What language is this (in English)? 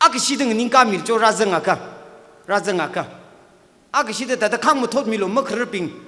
Tangkhul Naga (India)